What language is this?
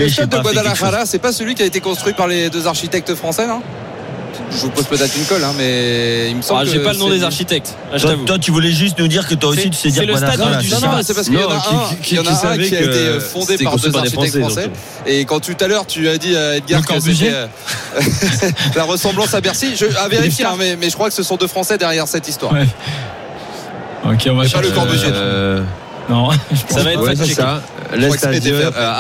French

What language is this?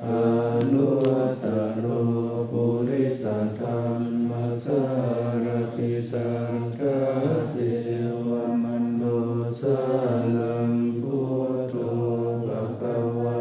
Pali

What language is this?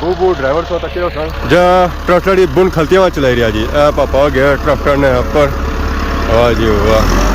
Pahari-Potwari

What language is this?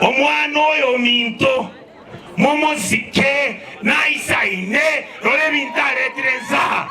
Gusii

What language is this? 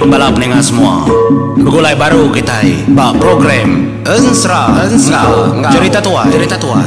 Iban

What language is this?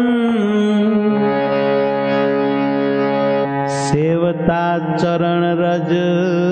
Gujarati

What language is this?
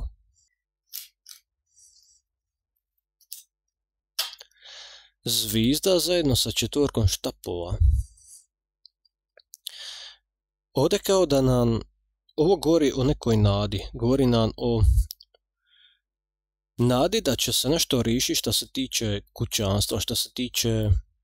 Croatian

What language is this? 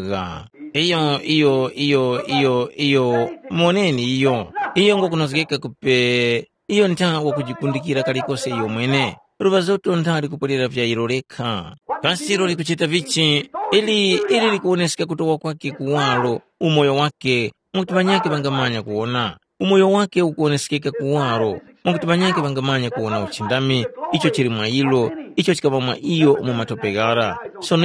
Tumbuka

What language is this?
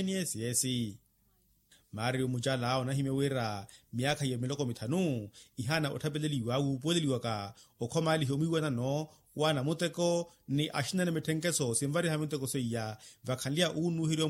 Makhuwa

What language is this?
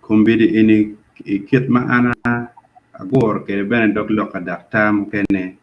Acoli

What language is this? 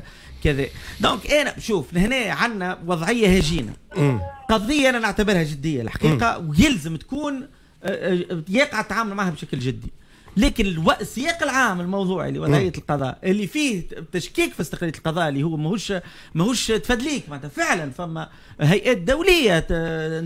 Tunisian Arabic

